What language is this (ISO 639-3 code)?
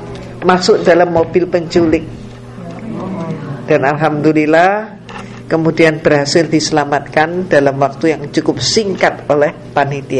ind